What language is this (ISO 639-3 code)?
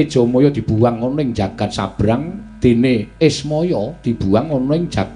jav